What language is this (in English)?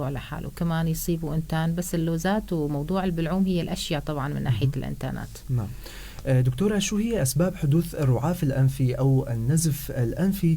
North Levantine Arabic